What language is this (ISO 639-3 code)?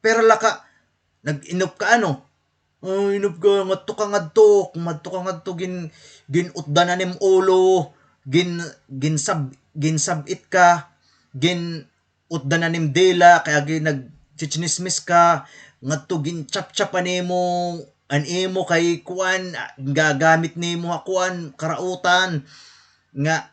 war